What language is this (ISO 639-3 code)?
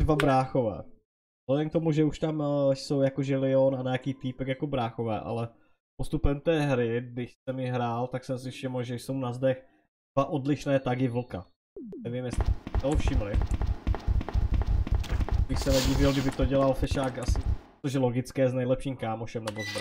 ces